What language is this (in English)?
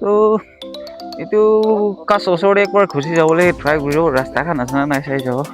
Naga Pidgin